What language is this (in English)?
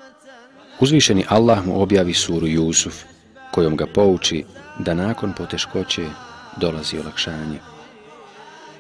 Bosnian